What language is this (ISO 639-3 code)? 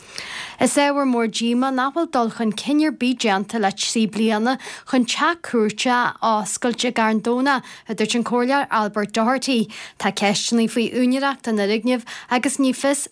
gle